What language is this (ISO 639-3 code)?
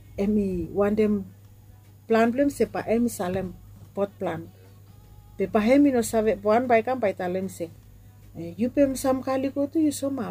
bis